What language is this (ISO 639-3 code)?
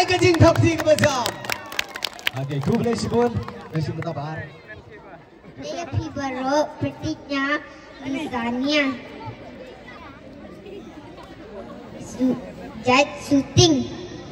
kha